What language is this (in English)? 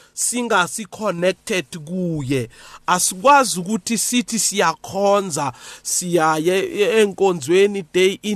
South Ndebele